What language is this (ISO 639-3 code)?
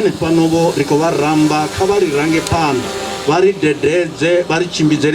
ven